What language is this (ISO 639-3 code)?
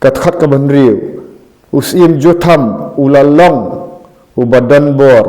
kha